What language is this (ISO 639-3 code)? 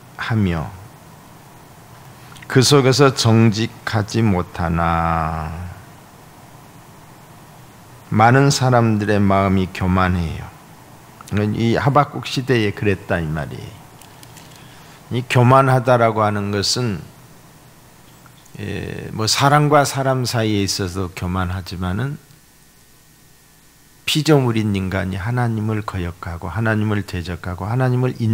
kor